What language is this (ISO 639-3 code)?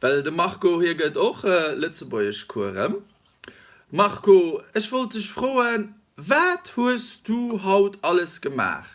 ltz